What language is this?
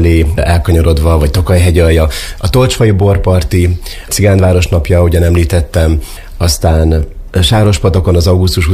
Hungarian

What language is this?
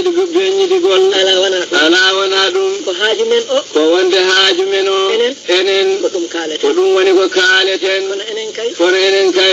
Fula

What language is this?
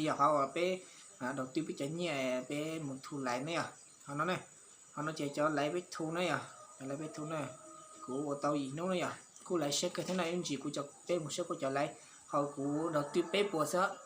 Hmong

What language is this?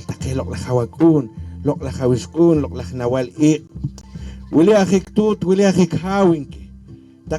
Poqomchi'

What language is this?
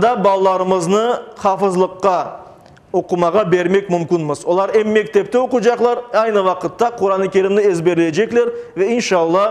Crimean Tatar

